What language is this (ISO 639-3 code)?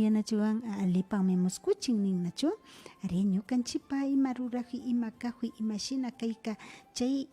qvi